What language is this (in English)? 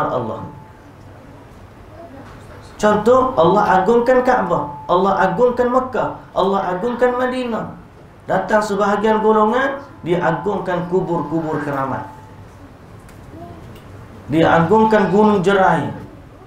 Malay